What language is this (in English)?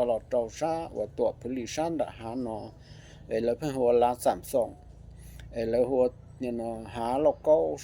Hmong